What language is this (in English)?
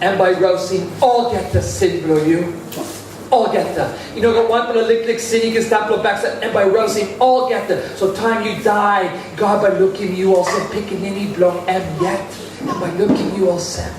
Tok Pisin